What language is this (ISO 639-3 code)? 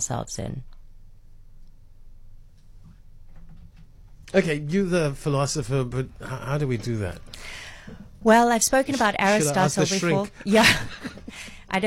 eng